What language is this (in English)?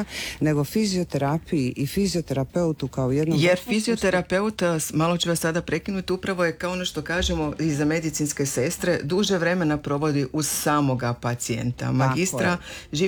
Croatian